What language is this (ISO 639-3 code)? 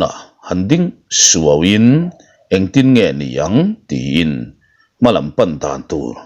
lus